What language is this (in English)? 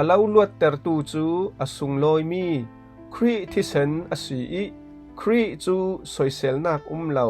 Falam Chin